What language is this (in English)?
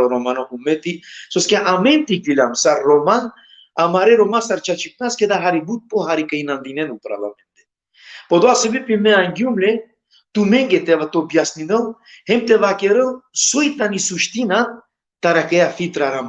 Balkan Romani